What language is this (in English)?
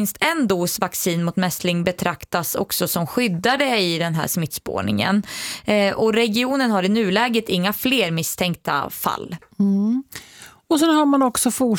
Swedish